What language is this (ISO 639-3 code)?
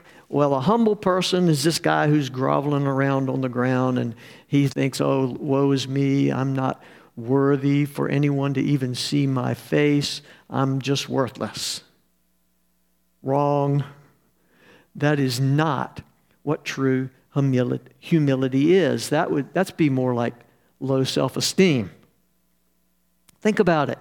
eng